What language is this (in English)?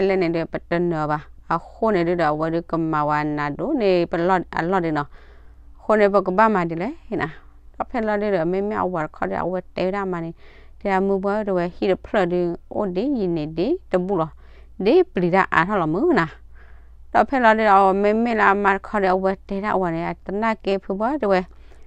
S'gaw Karen